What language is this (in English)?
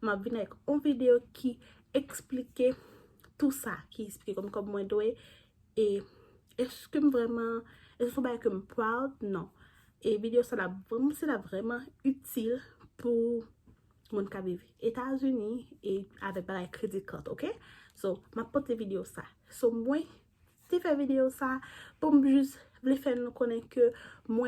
Haitian Creole